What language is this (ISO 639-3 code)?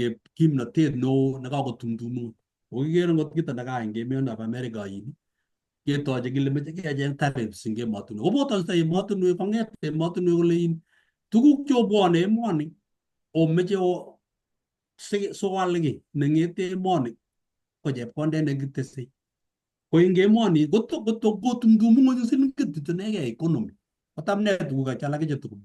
kln